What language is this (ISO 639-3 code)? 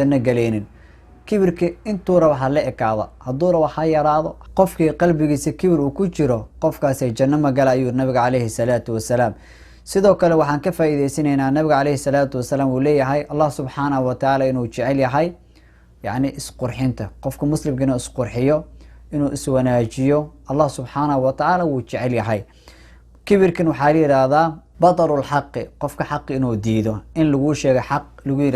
som